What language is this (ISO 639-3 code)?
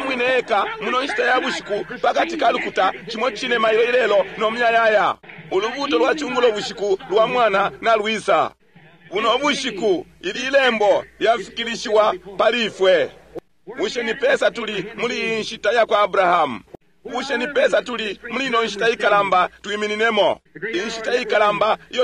bem